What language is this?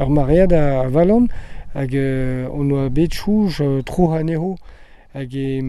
Breton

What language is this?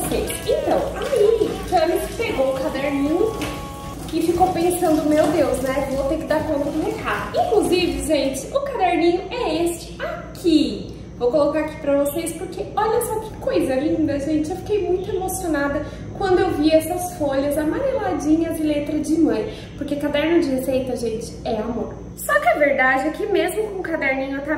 Portuguese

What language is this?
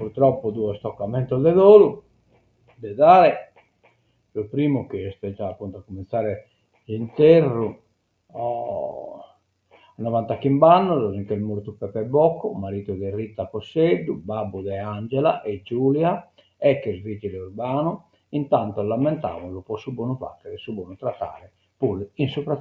Sardinian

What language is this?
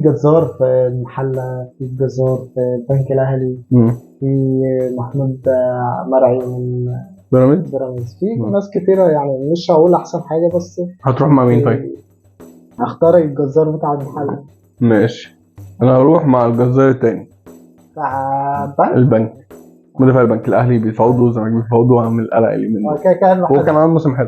Egyptian Arabic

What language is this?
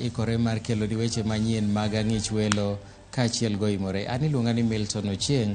Luo (Kenya and Tanzania)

